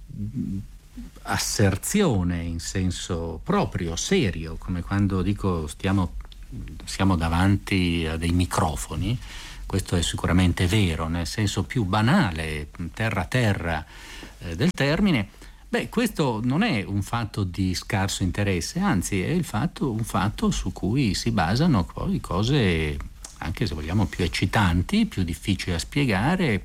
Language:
Italian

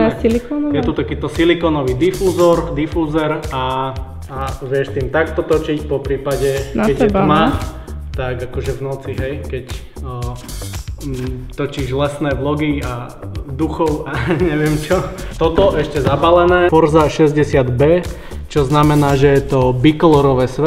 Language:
Slovak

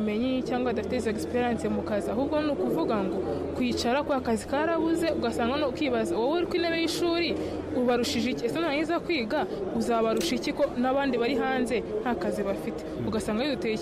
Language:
Kinyarwanda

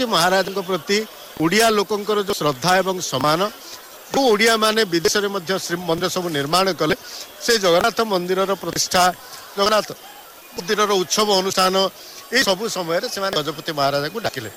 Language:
Odia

